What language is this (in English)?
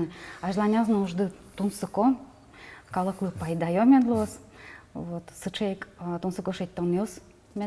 Udmurt